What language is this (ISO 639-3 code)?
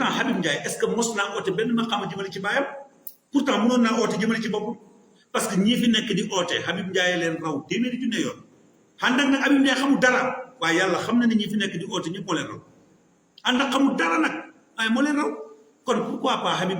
wol